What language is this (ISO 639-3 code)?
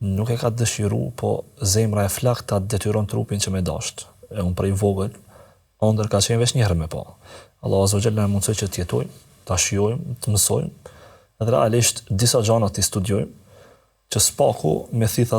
sqi